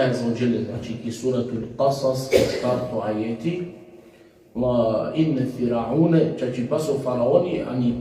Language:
Balkan Romani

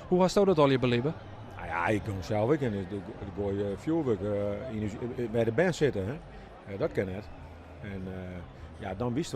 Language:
Western Frisian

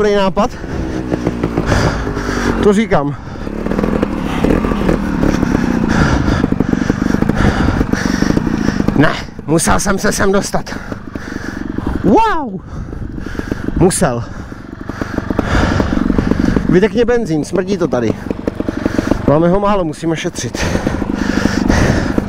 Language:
Czech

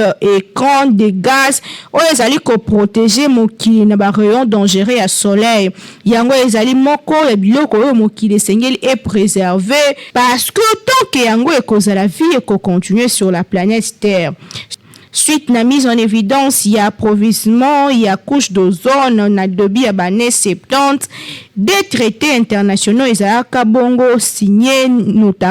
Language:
Lingala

